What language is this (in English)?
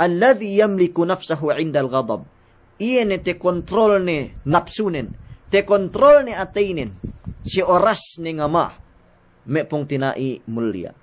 Yakan